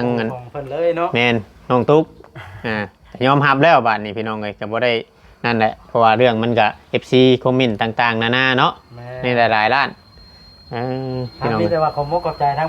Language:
Northeastern Thai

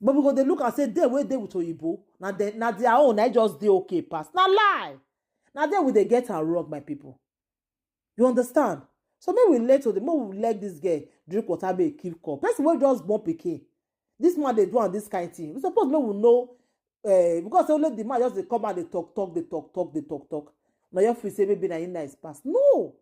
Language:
Nigerian Pidgin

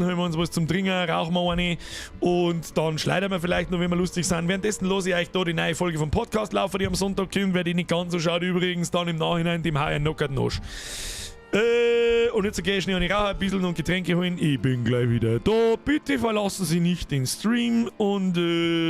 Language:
Bavarian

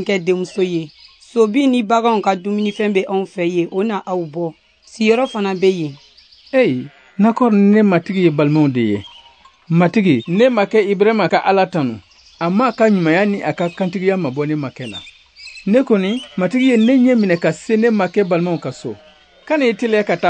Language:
Bambara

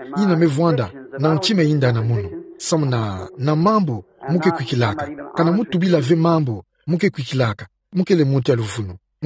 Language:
Kituba (Democratic Republic of Congo)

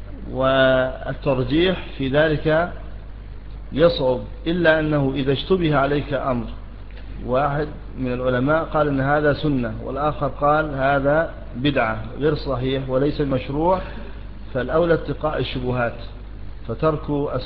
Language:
Arabic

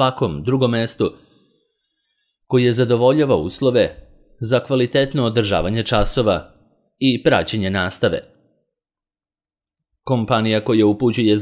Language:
Serbian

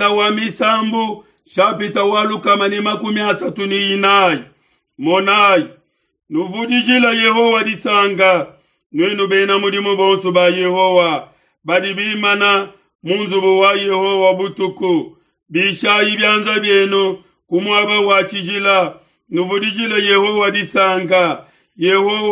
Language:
Luba-Lulua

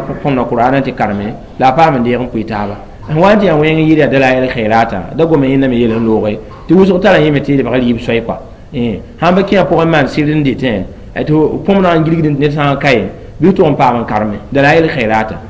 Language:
Mossi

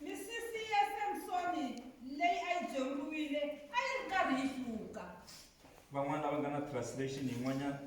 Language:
Tsonga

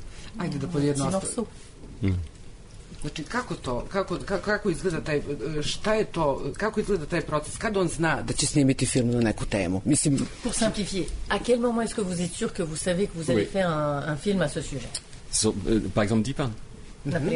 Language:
Serbian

